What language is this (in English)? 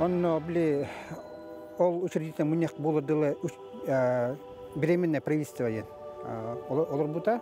Yakut